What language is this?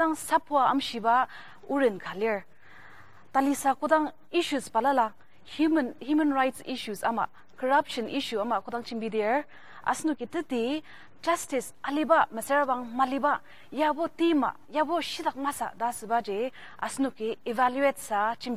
Ao Naga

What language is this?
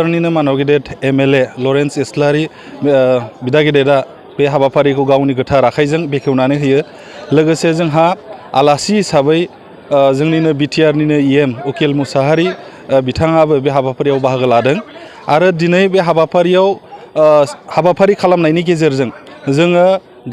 Bodo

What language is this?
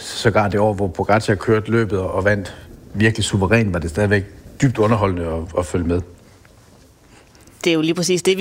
Danish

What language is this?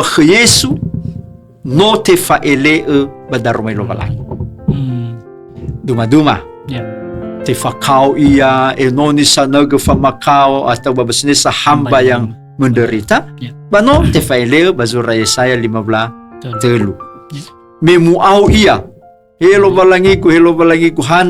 Nias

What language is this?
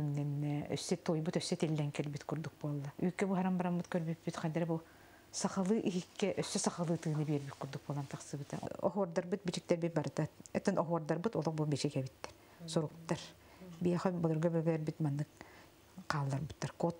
Yakut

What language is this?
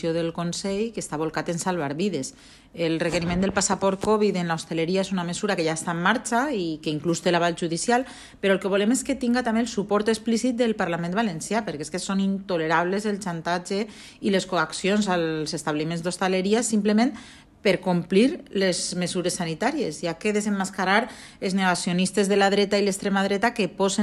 Catalan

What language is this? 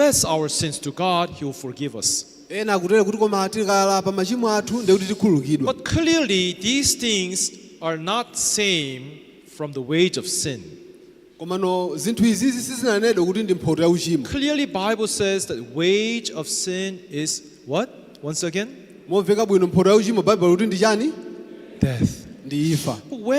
Nyanja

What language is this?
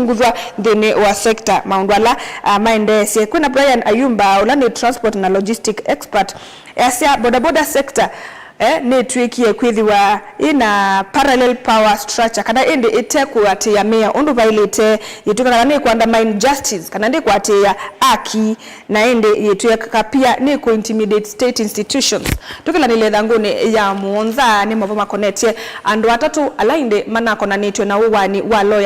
Kamba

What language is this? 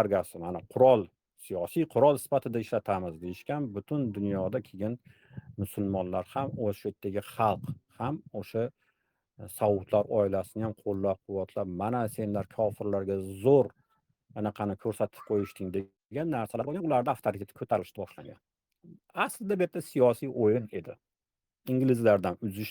Uzbek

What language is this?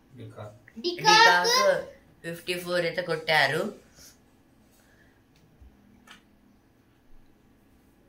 Telugu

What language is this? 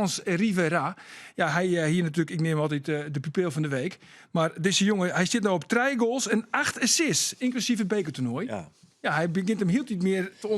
Western Frisian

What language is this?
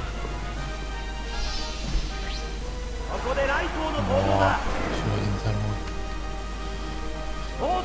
Russian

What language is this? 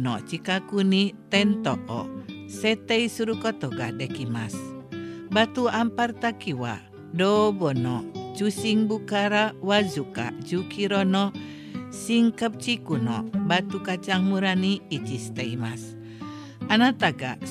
Japanese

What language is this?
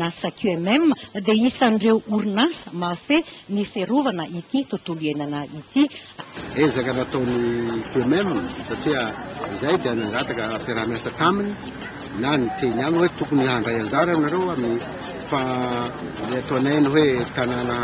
Malagasy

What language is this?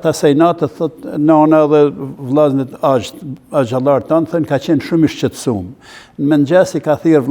Albanian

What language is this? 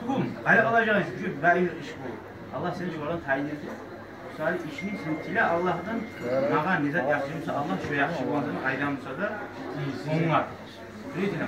Kumyk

